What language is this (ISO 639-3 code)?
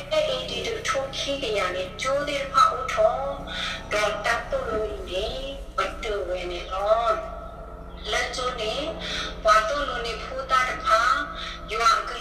ksw